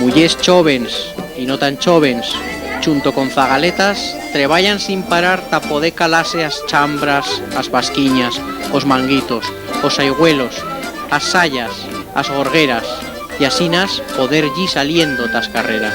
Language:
Aragonese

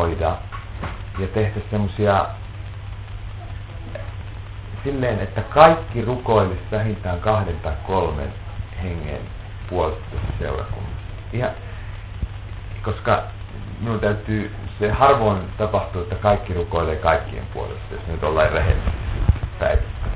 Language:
Finnish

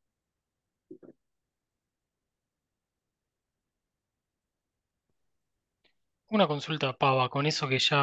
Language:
Spanish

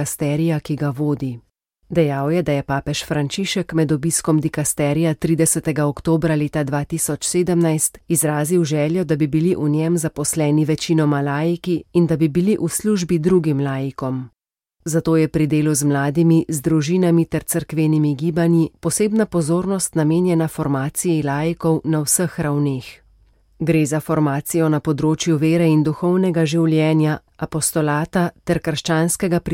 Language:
Slovenian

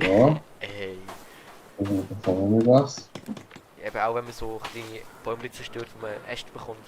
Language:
Swiss German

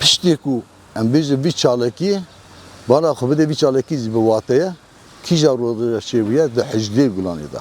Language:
Kurdish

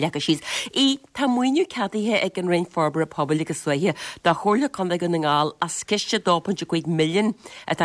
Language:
Irish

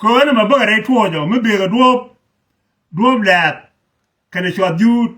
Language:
Nuer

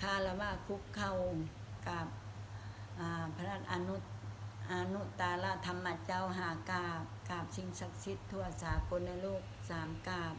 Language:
Lao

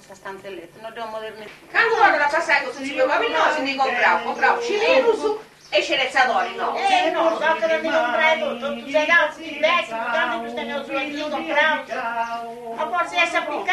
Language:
Sardinian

